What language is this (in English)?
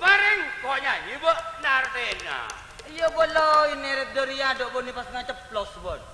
Madurese